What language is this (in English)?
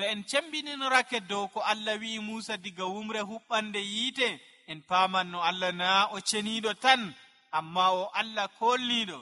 Nigerian Fulfulde